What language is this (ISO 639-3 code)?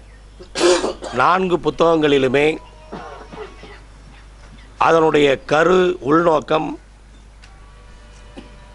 tam